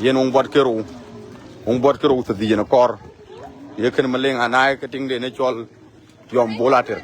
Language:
Dinka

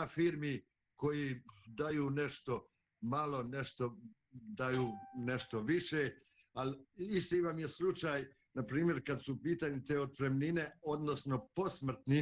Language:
Bosnian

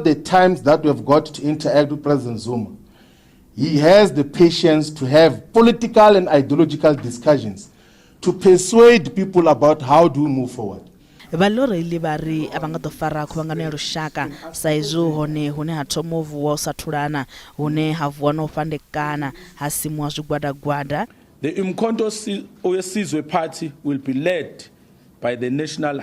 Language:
Venda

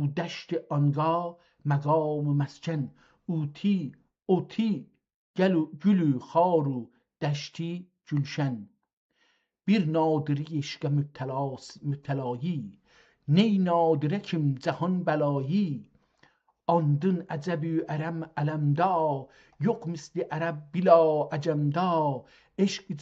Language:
South Azerbaijani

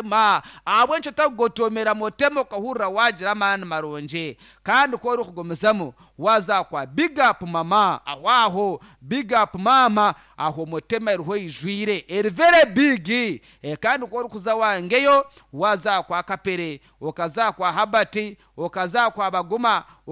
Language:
Nyankole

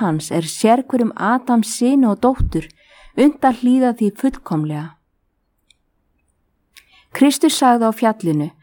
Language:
Icelandic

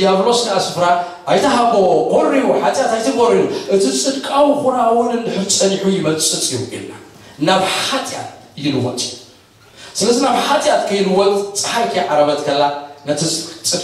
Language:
Tigrinya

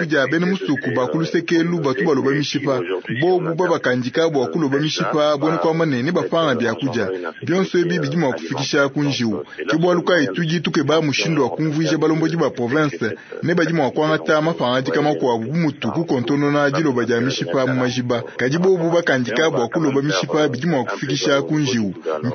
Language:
Luba-Lulua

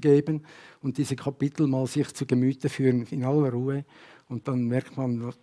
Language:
Swiss German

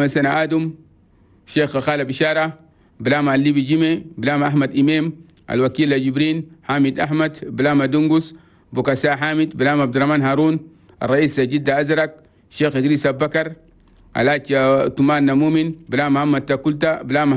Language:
Chadian Arabic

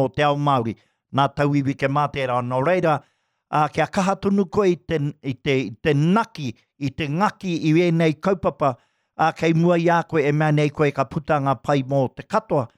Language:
Māori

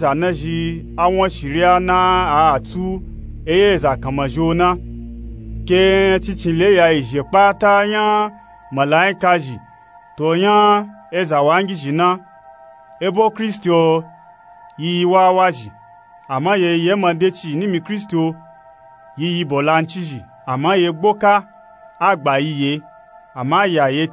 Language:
Nupe-Nupe-Tako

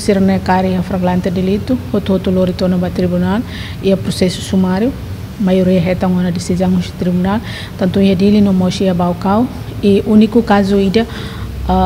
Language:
Tetum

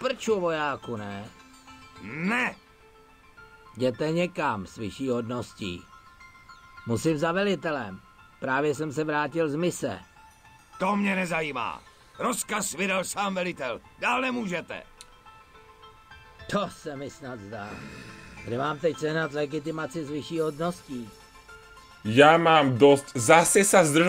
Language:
Czech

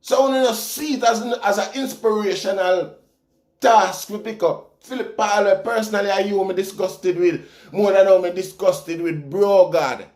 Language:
Jamaican Creole English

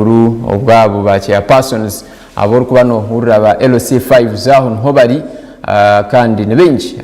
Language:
Nyankole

